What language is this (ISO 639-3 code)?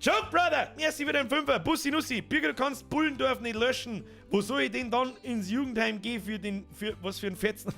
bar